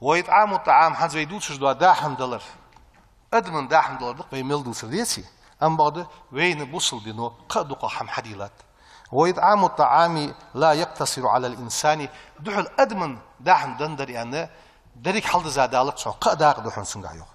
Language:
Ingush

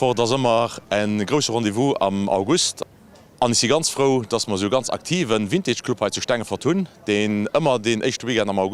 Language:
Luxembourgish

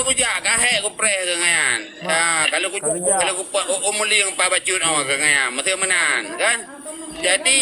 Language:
Achinese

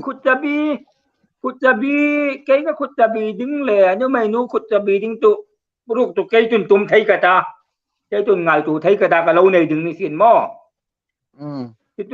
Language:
Hmar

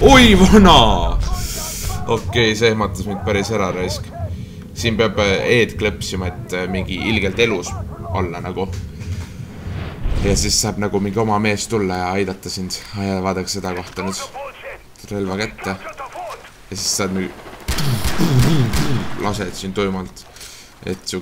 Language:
Estonian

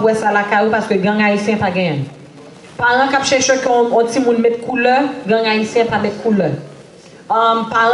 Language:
Haitian Creole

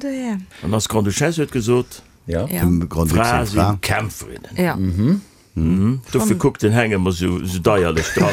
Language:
Luxembourgish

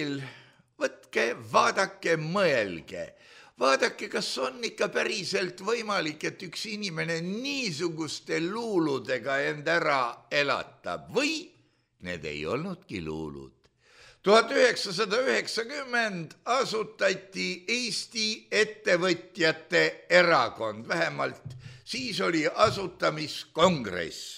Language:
Estonian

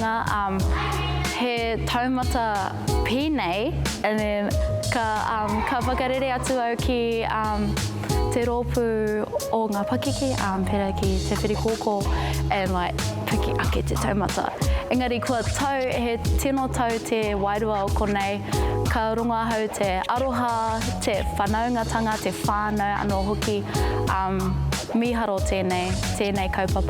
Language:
Māori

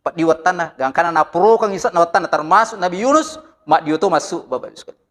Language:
Buginese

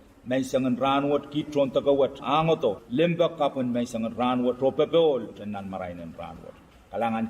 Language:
Pohnpeian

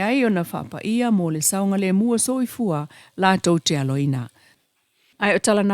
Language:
Samoan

